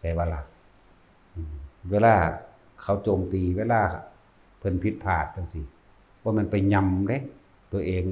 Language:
Northeastern Thai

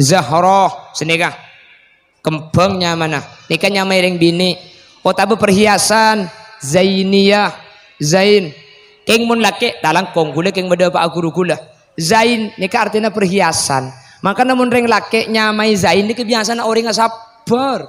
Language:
Madurese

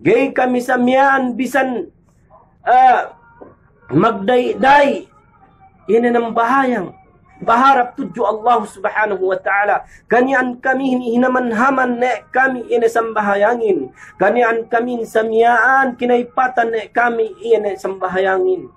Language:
Yakan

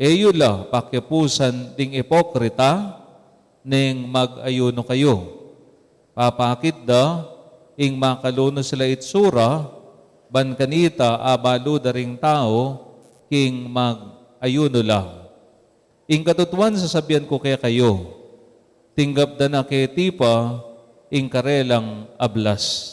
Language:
Pampanga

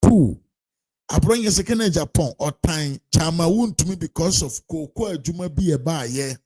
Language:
Akan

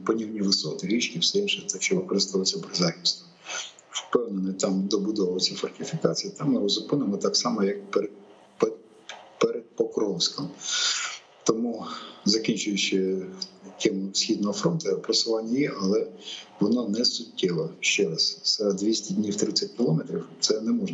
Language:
Ukrainian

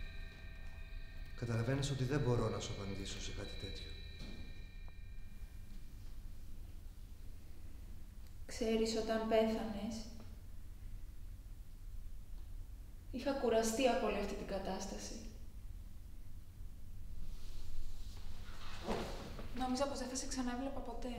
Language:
Greek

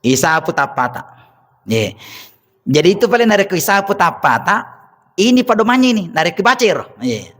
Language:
Buginese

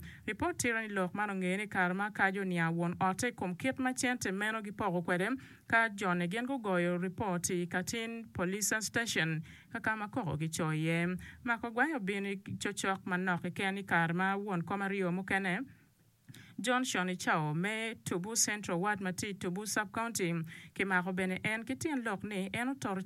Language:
Acoli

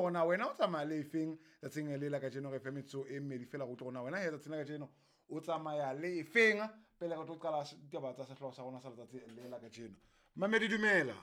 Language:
Southern Sotho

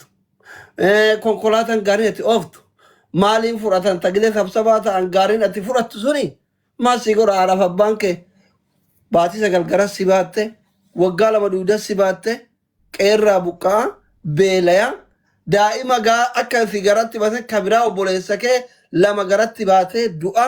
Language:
Oromo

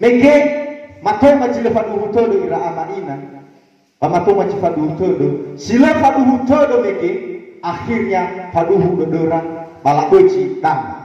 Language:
Nias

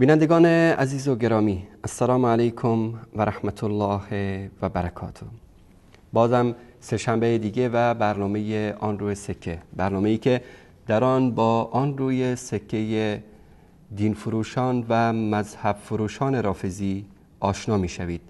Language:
Persian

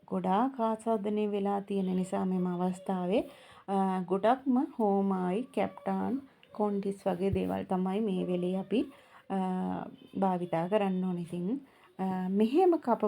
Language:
Sinhala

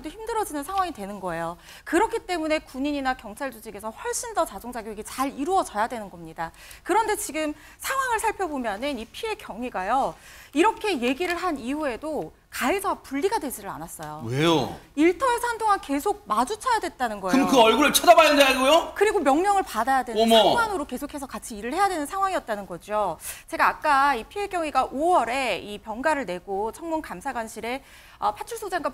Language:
Korean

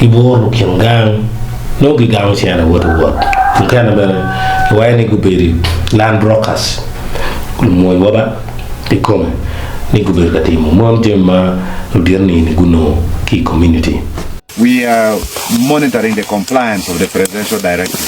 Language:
Acoli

